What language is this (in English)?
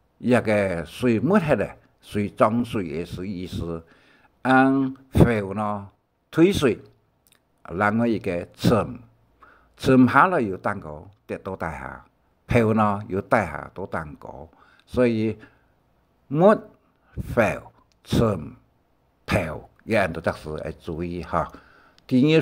Hakka Chinese